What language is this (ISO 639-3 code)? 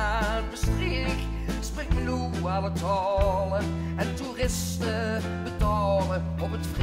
lim